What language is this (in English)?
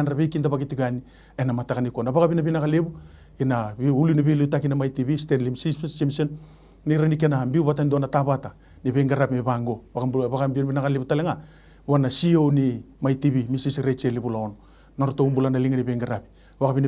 Fijian